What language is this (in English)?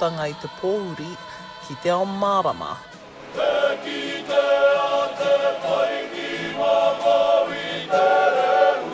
Māori